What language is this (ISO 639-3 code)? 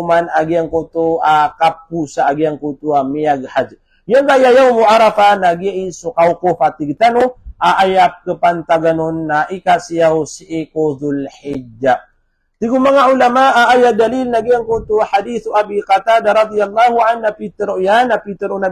mrw